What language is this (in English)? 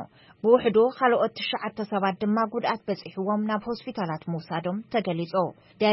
Tigrinya